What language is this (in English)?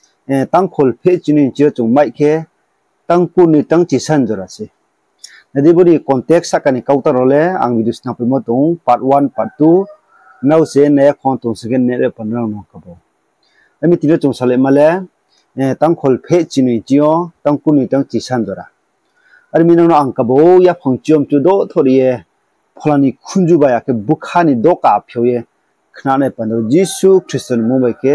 Riang (India)